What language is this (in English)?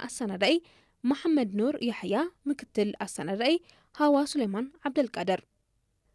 Tigrinya